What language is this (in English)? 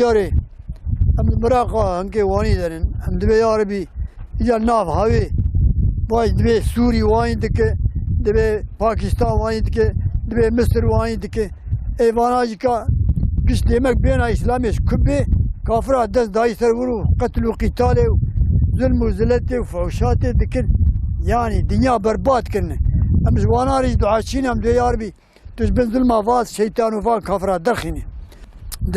Kurdish